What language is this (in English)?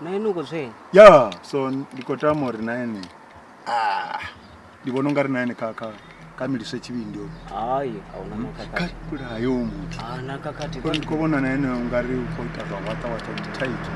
Venda